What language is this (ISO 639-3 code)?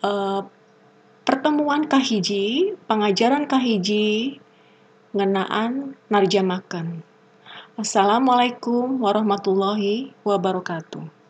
sun